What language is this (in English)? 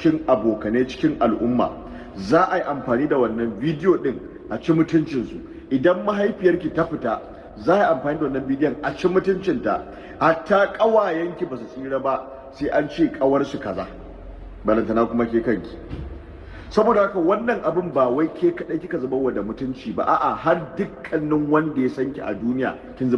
Hausa